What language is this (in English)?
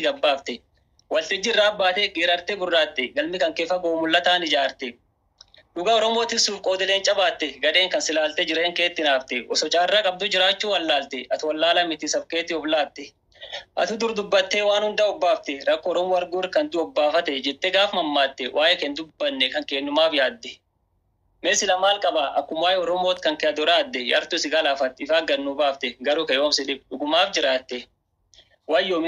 Oromo